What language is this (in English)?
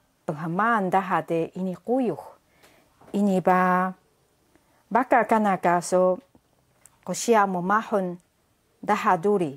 Taroko